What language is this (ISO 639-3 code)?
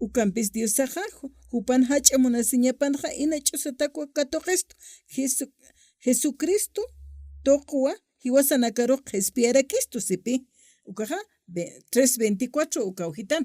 aym